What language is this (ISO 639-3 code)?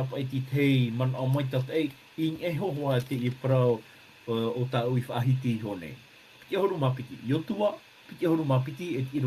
tah